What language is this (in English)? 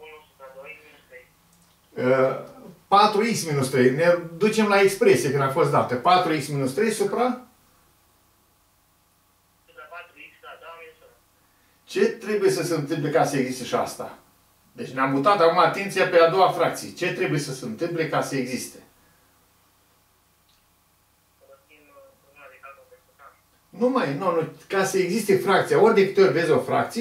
Romanian